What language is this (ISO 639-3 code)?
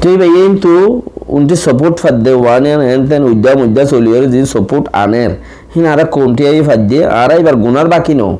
rhg